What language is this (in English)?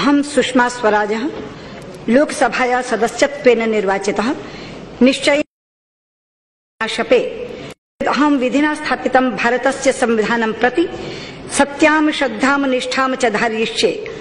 Sanskrit